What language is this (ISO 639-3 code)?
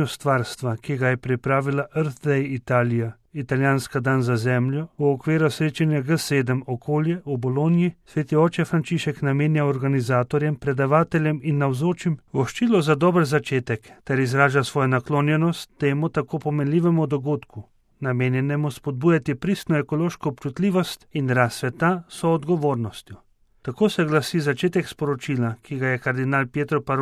slv